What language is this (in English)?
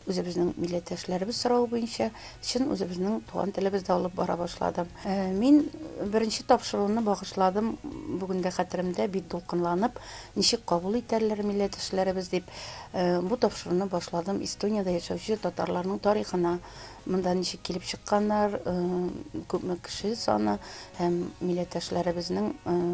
Tatar